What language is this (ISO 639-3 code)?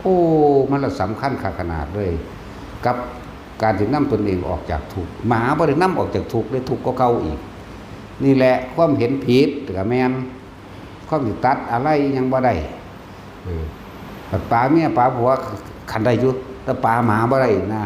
tts